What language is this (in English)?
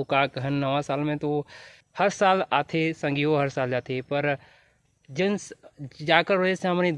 Chhattisgarhi